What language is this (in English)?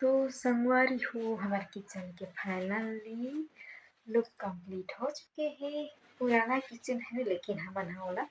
Chhattisgarhi